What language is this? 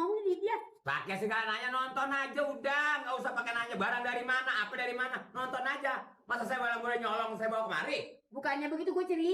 Betawi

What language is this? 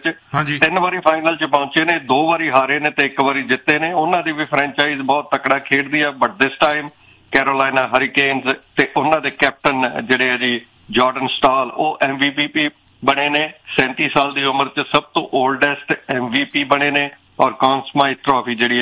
Punjabi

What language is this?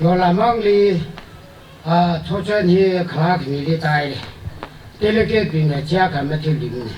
Tangkhul Naga (India)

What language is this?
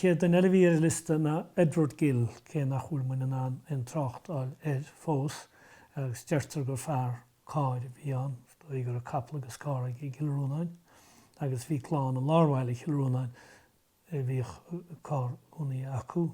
Irish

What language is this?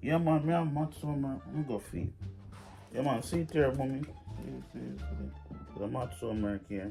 Jamaican Creole English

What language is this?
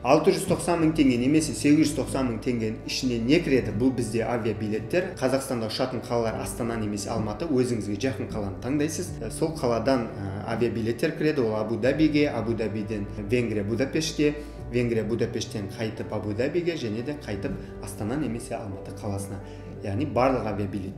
Kazakh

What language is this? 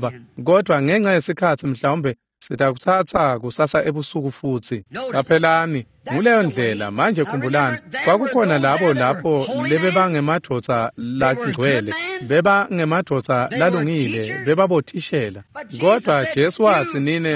Swati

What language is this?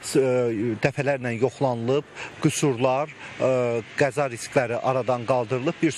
Azerbaijani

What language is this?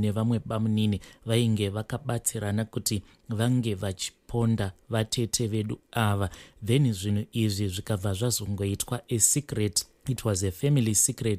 Shona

